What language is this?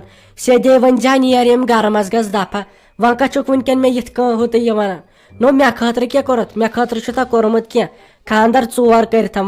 Kashmiri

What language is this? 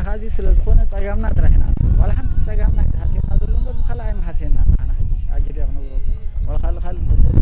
Tigrinya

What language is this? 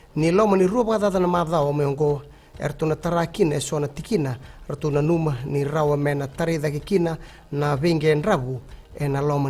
Fijian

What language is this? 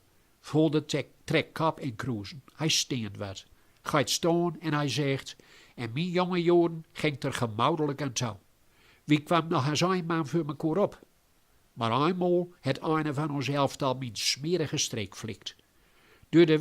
Gronings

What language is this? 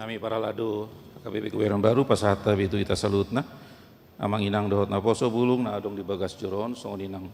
Batak Toba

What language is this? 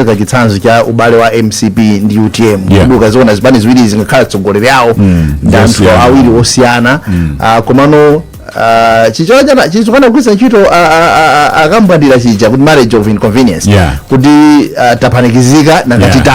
Nyanja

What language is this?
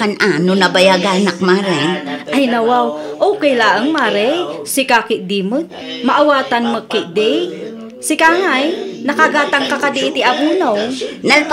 Iloko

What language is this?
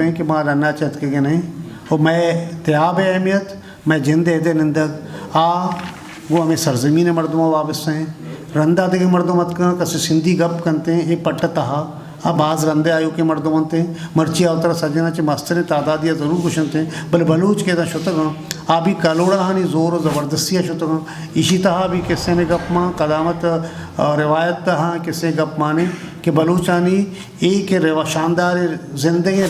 Eastern Balochi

